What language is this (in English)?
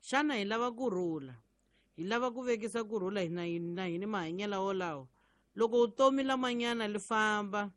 Tsonga